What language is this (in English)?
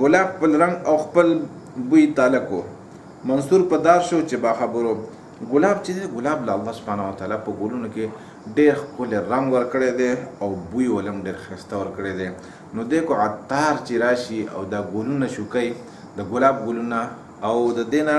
Pashto